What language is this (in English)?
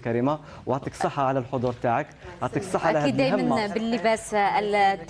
Algerian Arabic